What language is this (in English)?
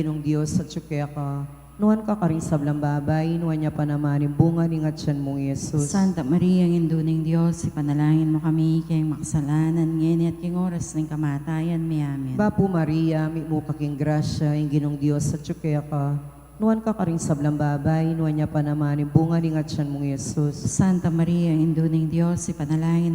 Pampanga